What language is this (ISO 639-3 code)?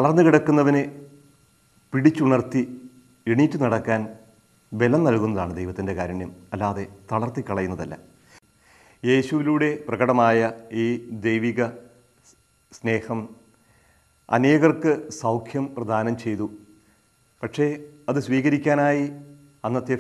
mal